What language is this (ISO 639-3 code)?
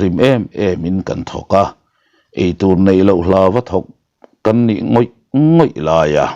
lus